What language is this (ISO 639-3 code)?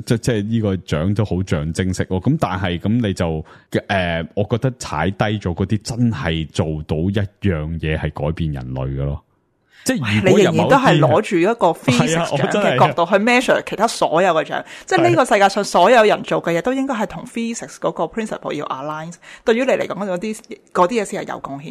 yue